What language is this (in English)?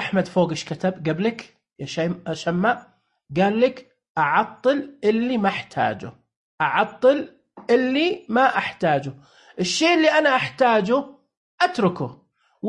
Najdi Arabic